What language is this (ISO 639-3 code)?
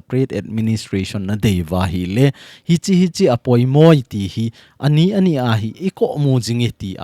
tcz